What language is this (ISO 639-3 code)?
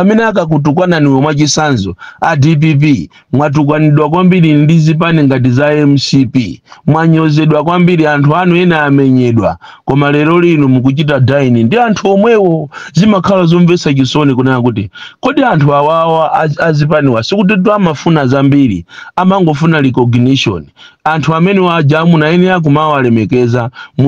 nya